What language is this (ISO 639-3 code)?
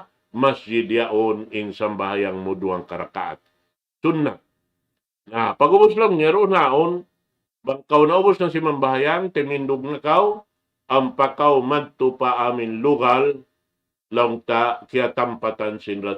tsg